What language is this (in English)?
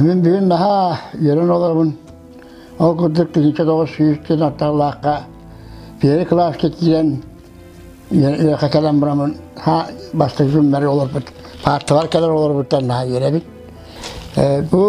Yakut